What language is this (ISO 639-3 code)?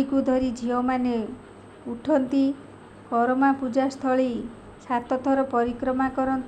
ori